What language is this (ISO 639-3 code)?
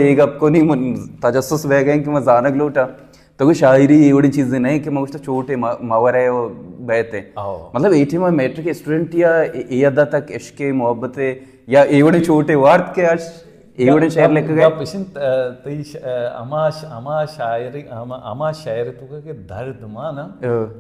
bal